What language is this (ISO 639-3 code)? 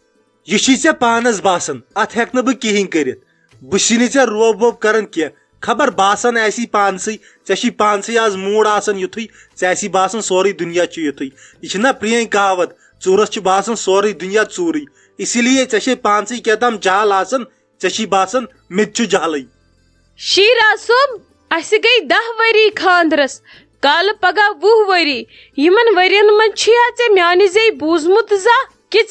kas